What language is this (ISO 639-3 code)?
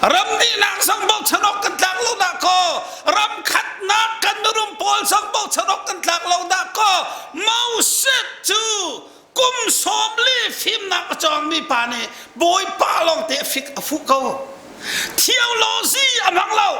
cnh